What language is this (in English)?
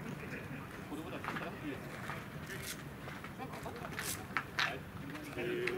Japanese